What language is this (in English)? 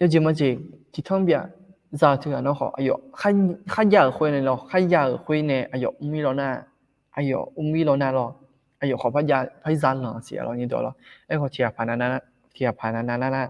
Akha